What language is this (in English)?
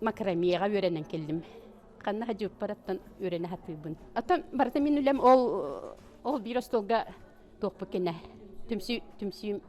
Yakut